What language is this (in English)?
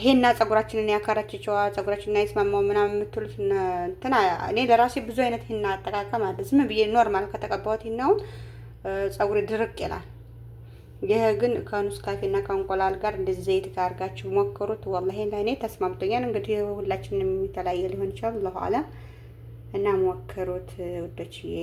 Amharic